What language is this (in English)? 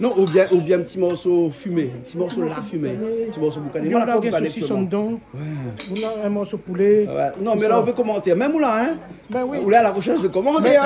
Réunion Creole French